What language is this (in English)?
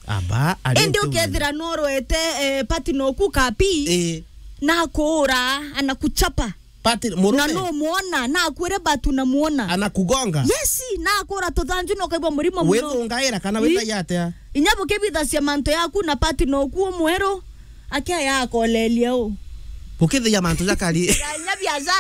Meru